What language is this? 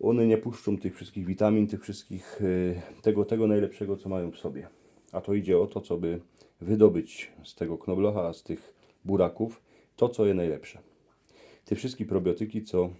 Silesian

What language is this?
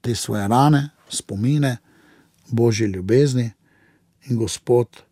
Slovenian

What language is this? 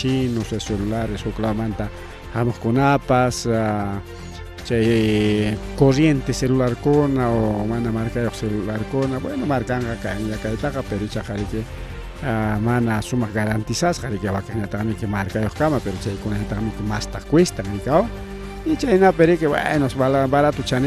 Ayacucho Quechua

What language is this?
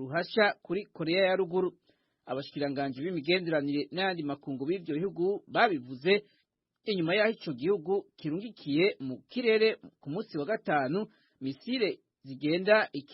Rundi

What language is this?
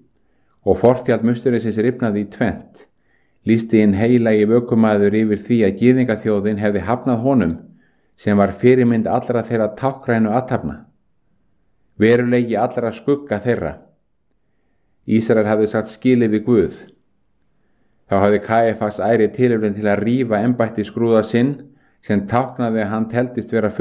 Icelandic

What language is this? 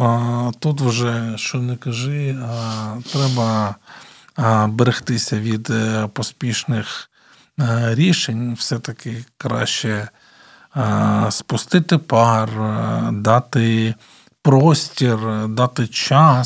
Ukrainian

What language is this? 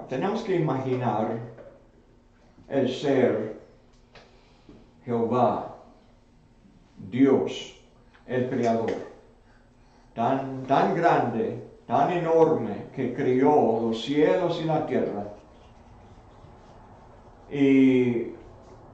Spanish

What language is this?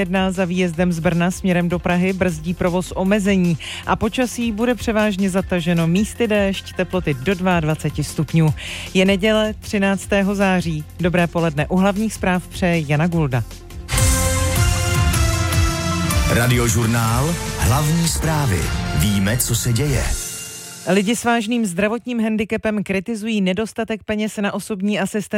Czech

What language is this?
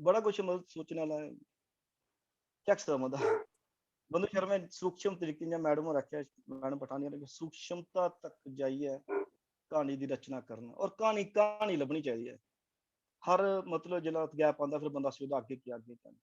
Dogri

